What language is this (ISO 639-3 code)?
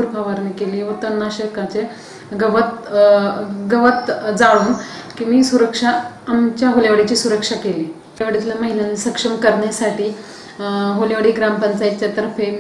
mar